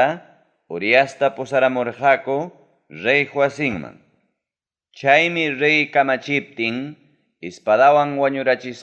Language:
Ayacucho Quechua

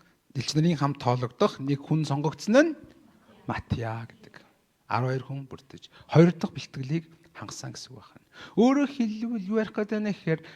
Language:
Mongolian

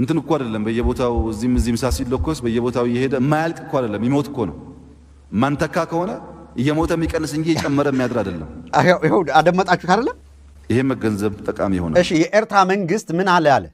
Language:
Amharic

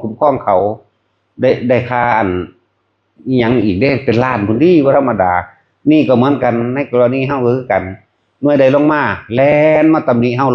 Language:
Northeastern Thai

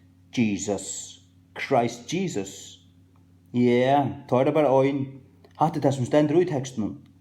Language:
Faroese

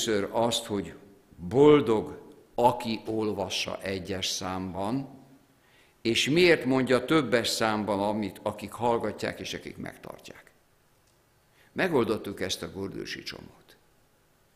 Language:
Hungarian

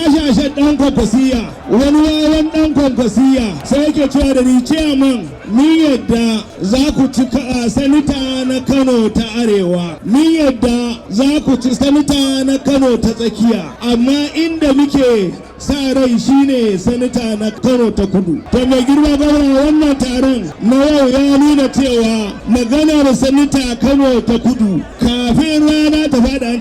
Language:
Hausa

